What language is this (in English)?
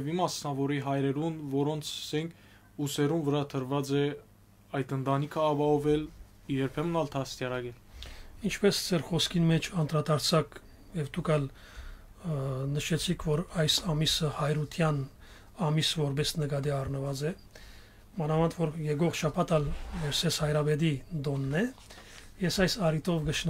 Western Armenian